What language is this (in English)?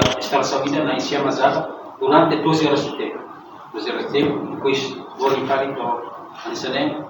Tetum